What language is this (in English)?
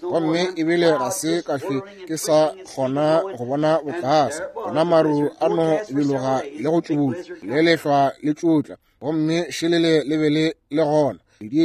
Northern Sotho